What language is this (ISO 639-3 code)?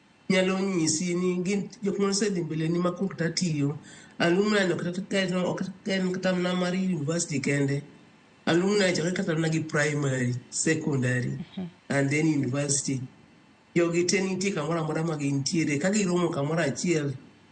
luo